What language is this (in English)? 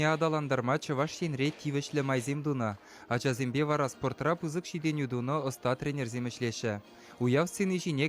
Chuvash